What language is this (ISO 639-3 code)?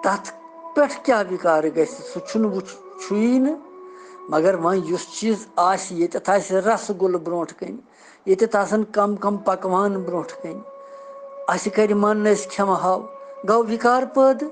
kas